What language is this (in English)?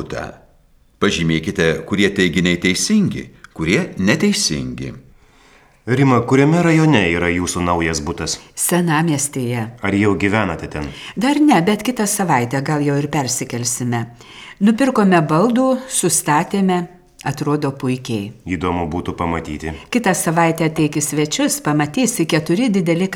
Lithuanian